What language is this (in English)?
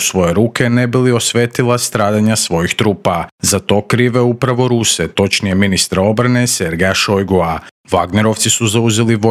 Croatian